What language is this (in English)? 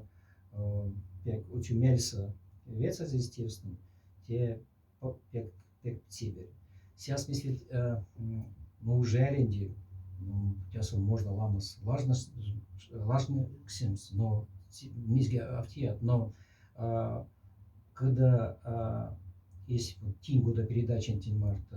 Moksha